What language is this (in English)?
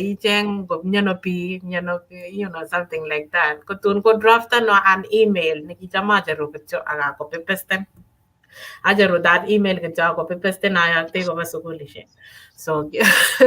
Kalenjin